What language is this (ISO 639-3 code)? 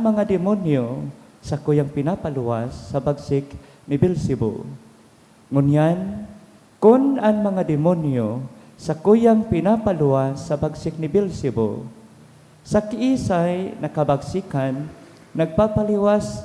bik